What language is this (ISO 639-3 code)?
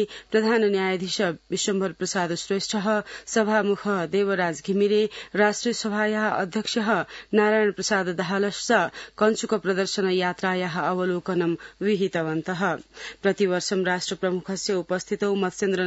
san